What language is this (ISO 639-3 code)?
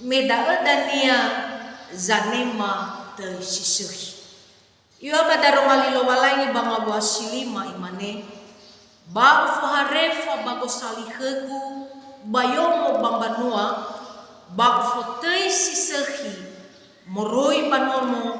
nia